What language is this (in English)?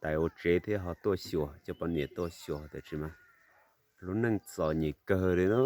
Hmong